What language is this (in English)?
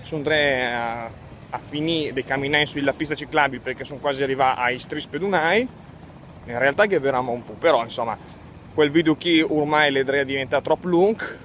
Lombard